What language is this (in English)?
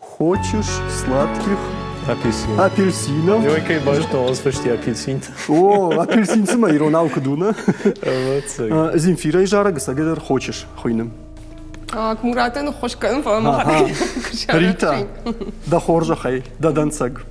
Ossetic